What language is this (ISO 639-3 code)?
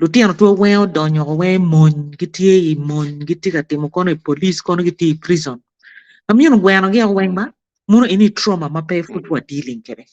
ach